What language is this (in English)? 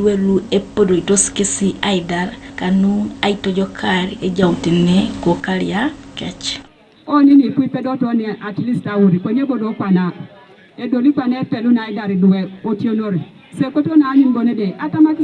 Teso